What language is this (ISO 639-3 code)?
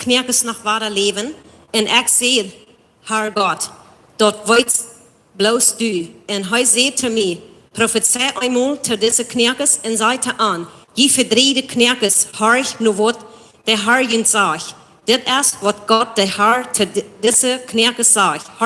pdt